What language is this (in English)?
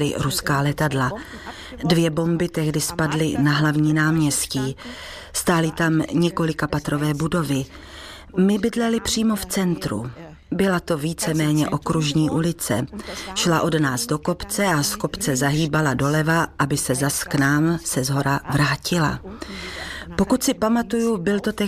Czech